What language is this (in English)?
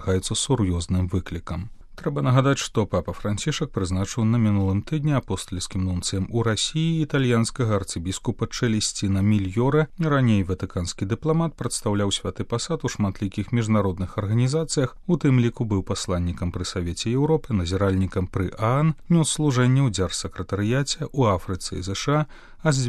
Belarusian